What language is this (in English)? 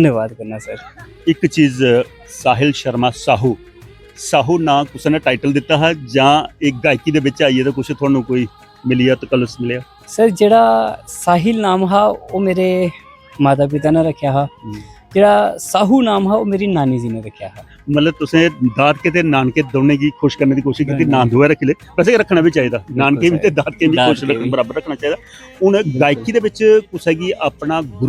Dogri